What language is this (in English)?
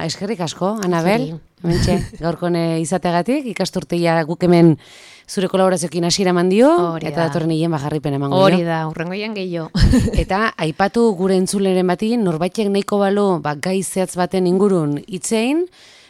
Basque